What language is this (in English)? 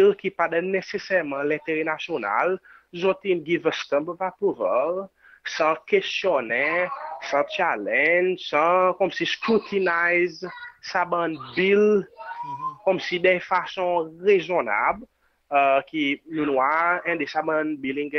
Seselwa Creole French